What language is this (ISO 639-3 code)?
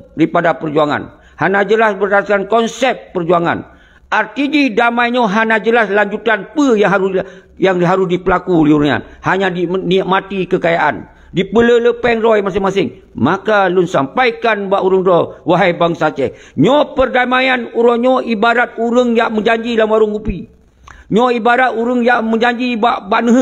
ace